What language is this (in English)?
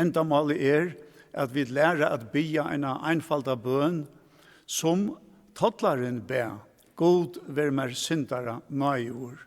Faroese